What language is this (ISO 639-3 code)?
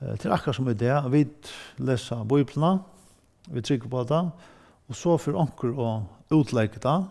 fao